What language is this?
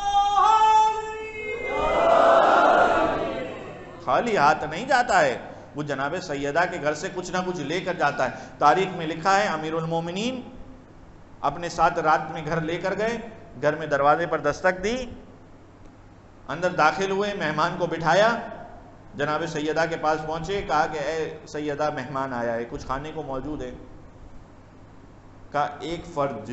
Urdu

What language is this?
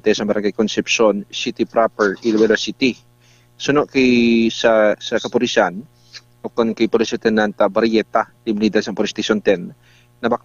Hiligaynon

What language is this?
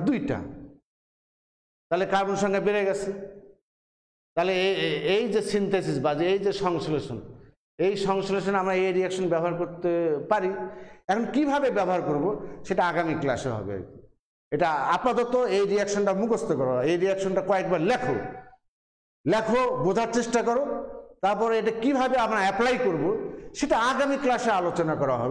Bangla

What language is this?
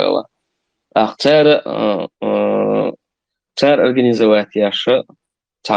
Chechen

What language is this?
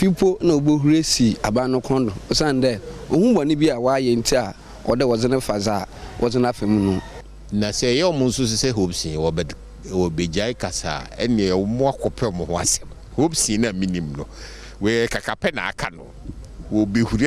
Akan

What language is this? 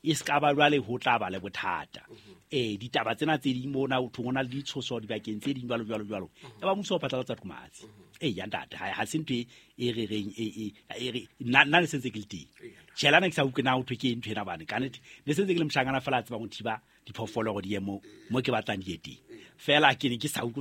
Southern Sotho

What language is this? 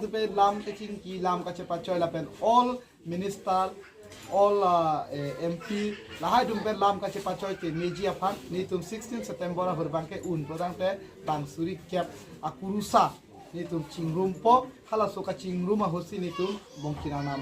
Karbi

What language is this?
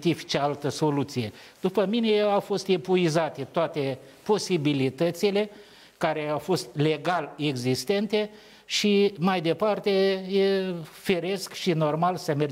Romanian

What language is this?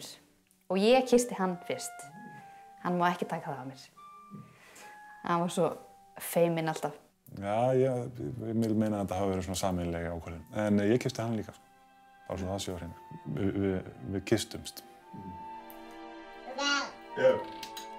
Icelandic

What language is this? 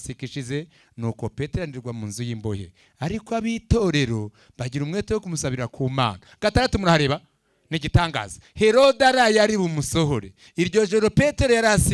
Kinyarwanda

